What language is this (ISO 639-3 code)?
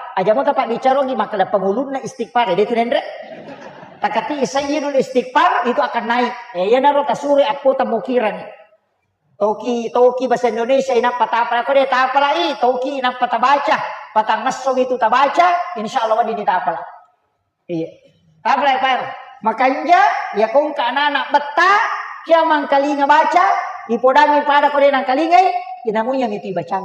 bug